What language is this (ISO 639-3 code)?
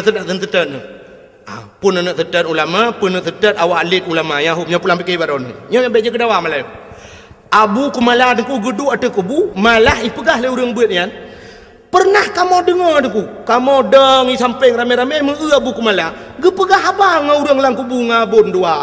ace